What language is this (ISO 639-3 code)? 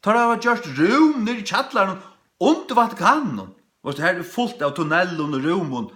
fao